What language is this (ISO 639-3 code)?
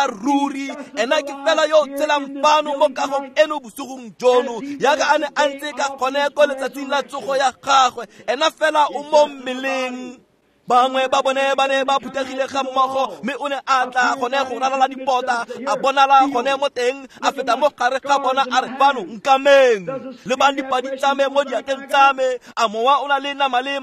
tsn